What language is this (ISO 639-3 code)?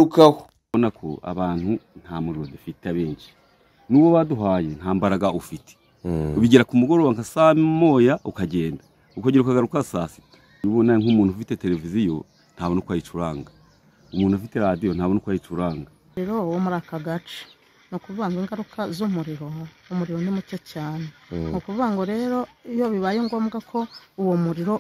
kin